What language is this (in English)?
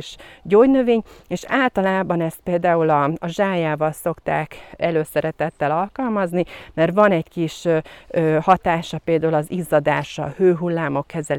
Hungarian